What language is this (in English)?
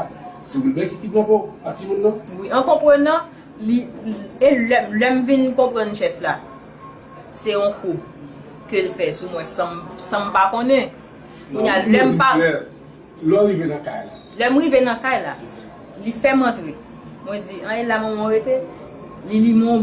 Haitian Creole